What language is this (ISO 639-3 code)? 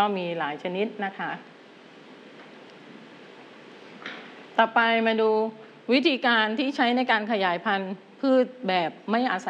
tha